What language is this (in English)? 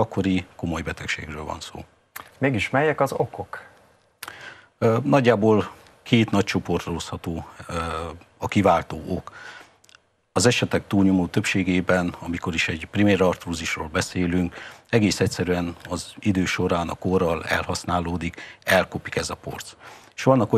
Hungarian